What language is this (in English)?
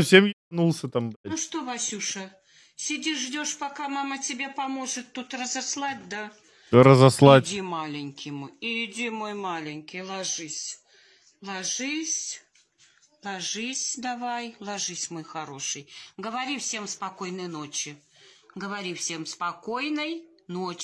Russian